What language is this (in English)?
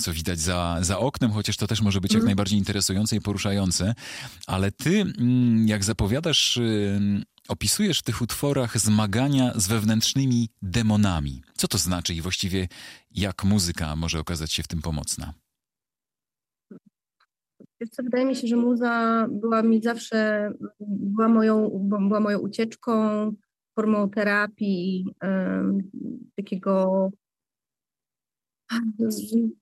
Polish